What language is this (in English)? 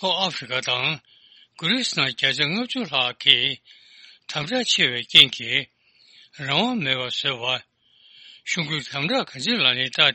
Tibetan